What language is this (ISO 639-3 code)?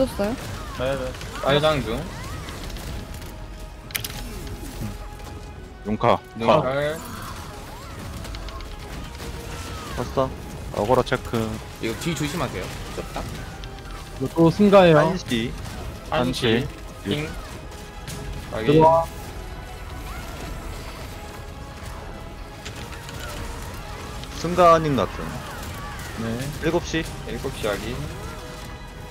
kor